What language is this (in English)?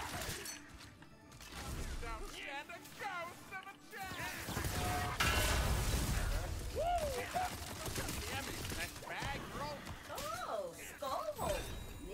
Norwegian